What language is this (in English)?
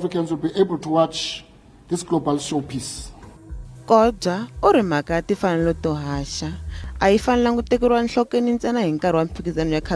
Tsonga